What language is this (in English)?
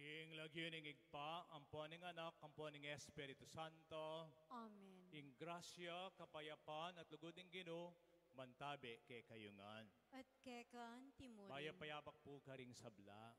Pampanga